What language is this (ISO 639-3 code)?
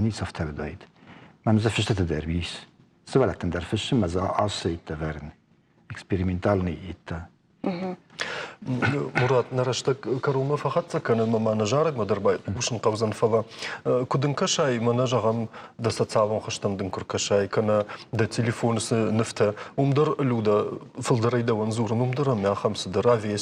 oss